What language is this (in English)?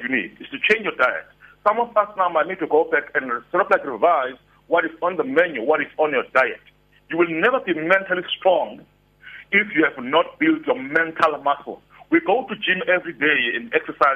English